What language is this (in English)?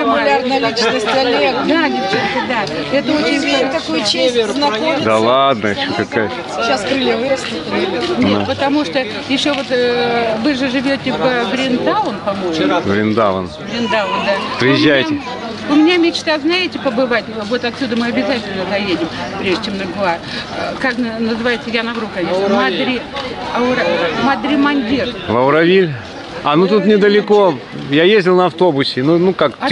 Russian